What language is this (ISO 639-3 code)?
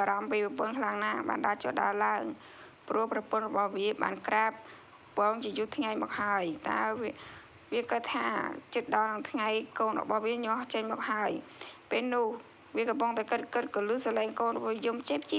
khm